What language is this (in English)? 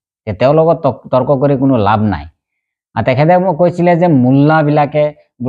Assamese